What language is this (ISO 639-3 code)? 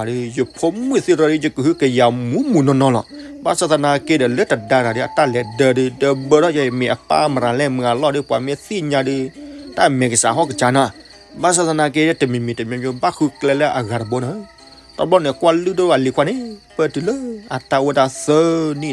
ksw